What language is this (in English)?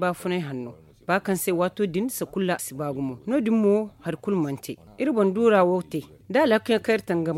Zarma